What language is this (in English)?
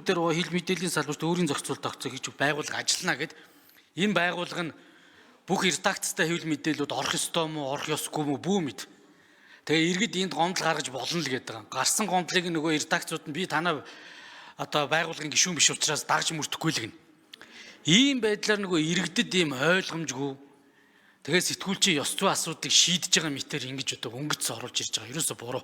Mongolian